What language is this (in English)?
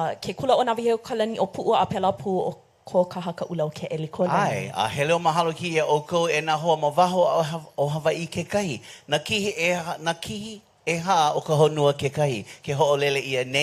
Hawaiian